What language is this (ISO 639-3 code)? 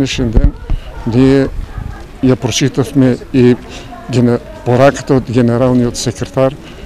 mkd